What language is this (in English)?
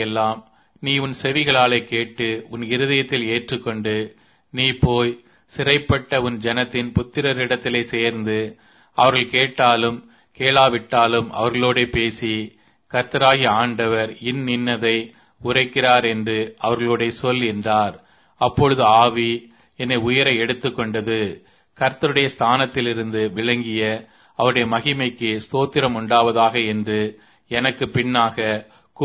Tamil